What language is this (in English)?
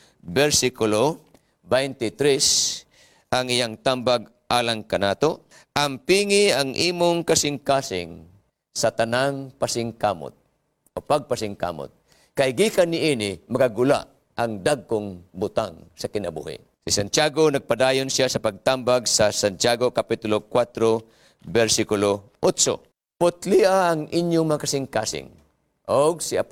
Cebuano